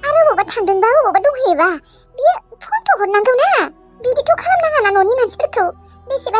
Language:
Bodo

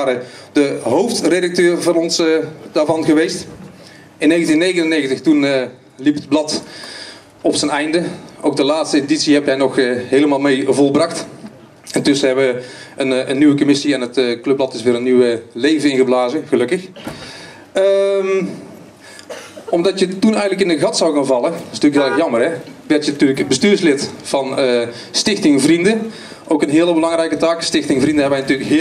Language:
Dutch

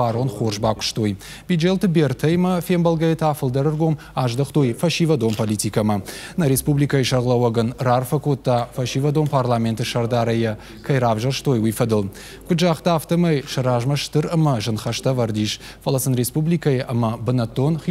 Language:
Ossetic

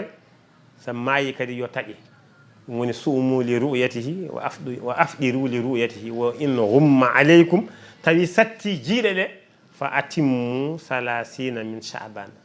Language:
Fula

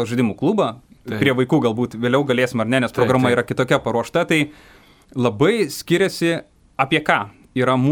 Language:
Lithuanian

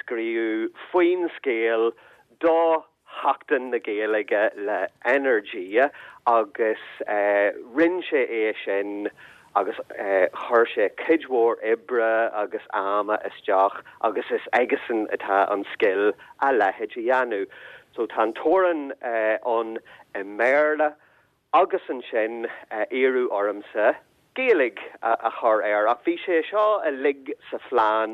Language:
Irish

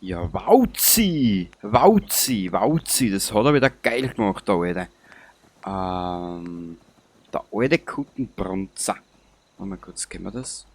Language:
Bavarian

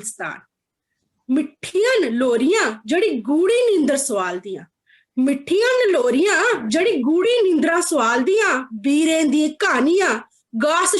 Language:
Dogri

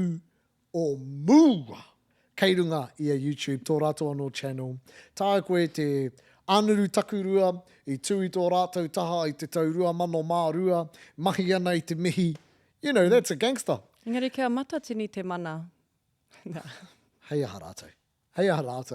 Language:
Māori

